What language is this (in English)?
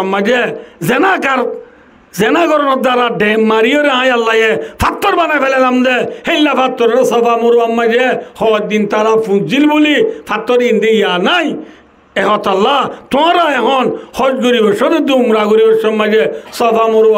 Rohingya